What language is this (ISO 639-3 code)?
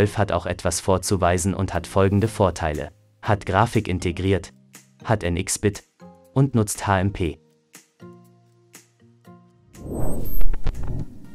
deu